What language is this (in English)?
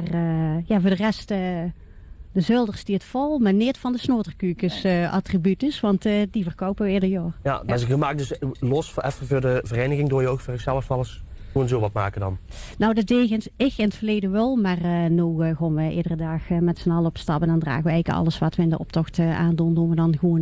Limburgish